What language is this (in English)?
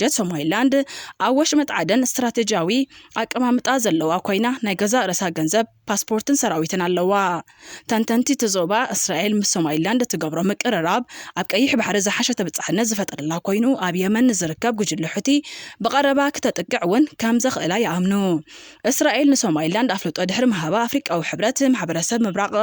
Tigrinya